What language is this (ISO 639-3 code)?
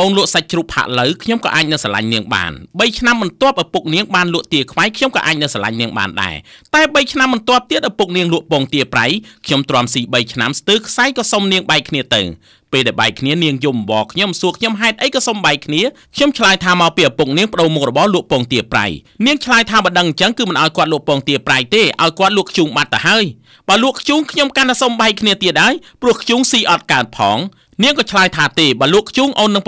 khm